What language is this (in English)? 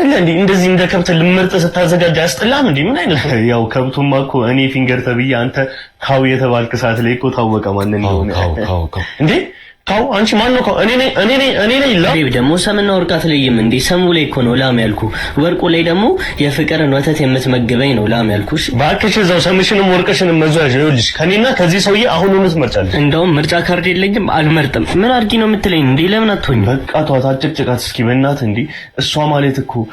Amharic